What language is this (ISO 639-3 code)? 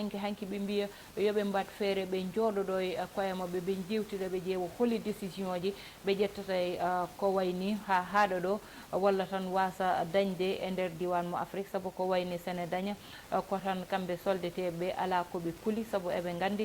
ful